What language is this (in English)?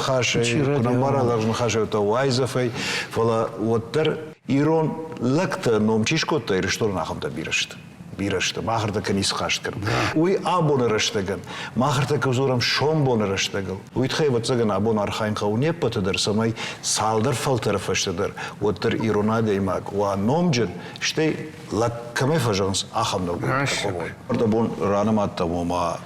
Ossetic